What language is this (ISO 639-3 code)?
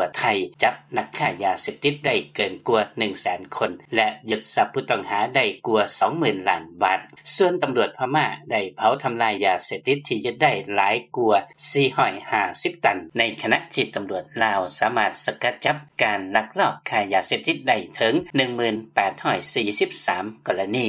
lao